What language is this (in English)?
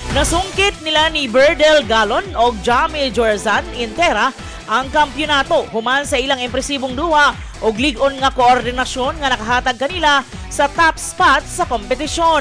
Cebuano